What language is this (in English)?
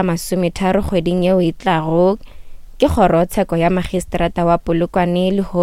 Northern Sotho